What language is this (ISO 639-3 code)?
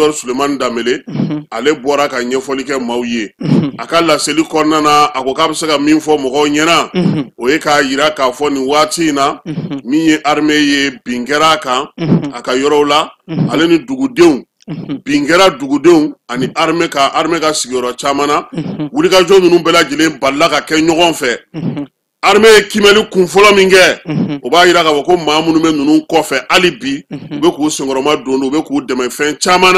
bam